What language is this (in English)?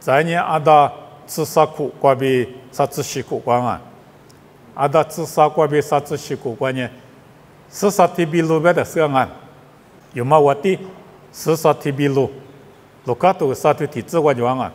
Lisu